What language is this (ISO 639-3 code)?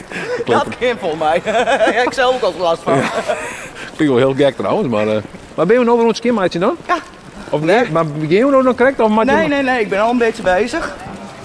fry